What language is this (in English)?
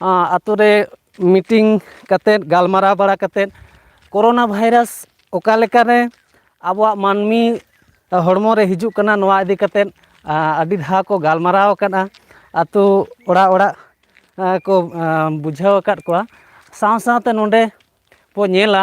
Santali